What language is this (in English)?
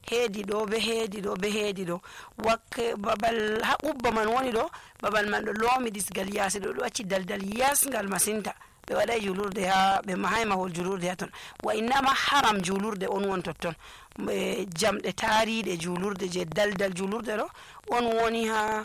Nigerian Fulfulde